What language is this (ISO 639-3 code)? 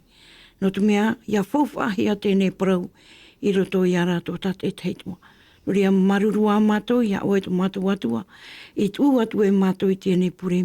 tah